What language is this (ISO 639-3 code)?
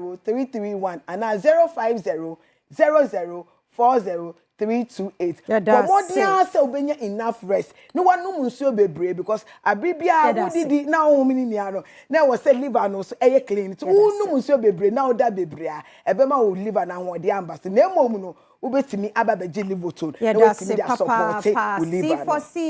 aka